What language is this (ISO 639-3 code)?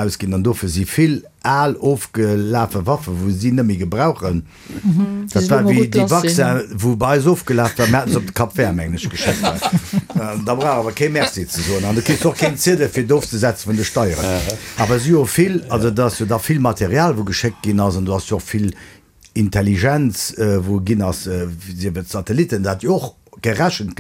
ltz